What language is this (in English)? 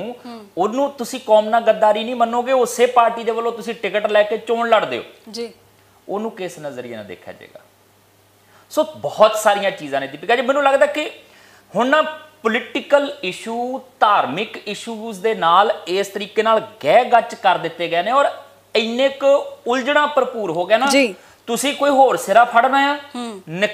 Punjabi